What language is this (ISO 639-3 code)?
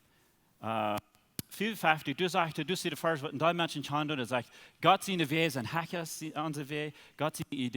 pdt